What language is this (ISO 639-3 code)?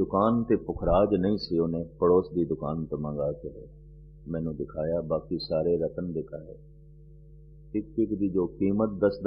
pan